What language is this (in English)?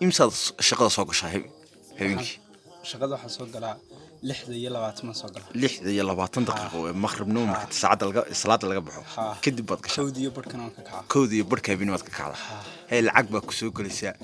Somali